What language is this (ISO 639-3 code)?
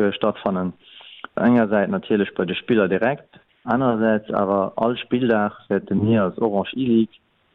ltz